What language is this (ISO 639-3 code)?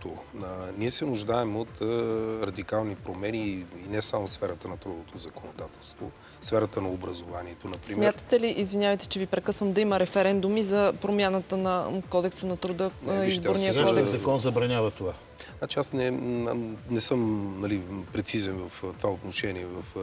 bul